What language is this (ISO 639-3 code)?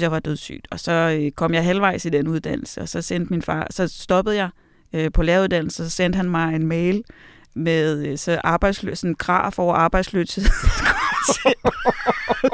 dan